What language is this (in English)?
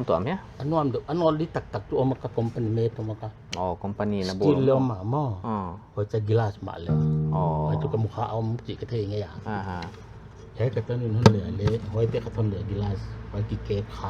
Paite Chin